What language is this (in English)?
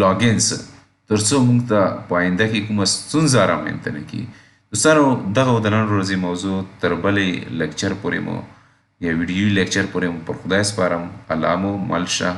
Pashto